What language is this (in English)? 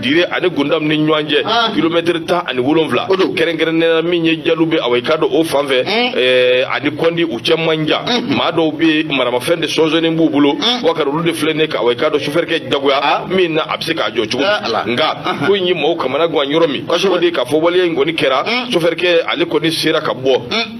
Bambara